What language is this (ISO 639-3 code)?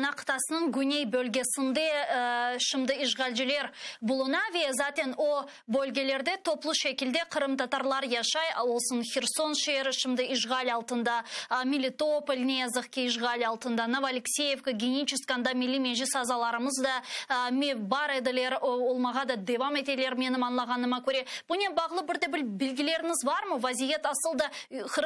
crh